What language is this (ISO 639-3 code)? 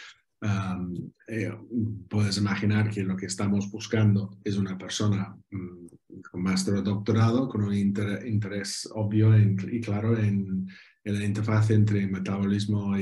spa